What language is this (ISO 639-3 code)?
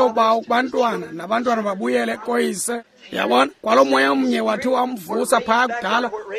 xho